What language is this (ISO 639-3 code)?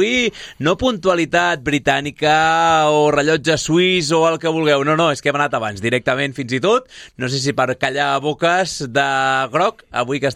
cat